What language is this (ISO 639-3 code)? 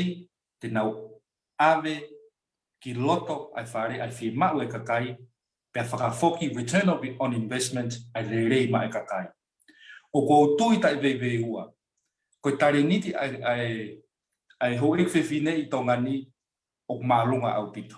ton